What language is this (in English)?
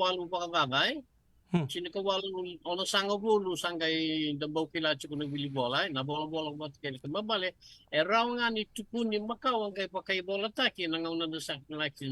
Fijian